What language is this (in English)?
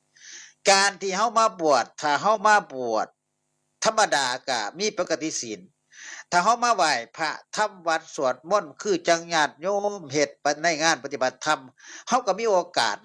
Northeastern Thai